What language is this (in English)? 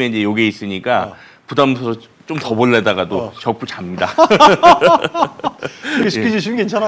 Korean